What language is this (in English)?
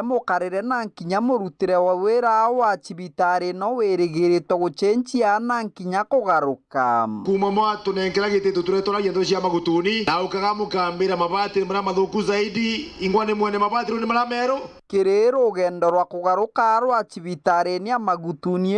Meru